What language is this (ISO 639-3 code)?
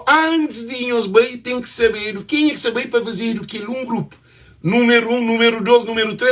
kea